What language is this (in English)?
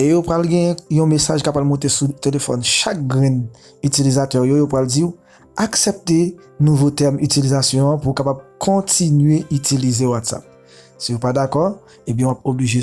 Haitian Creole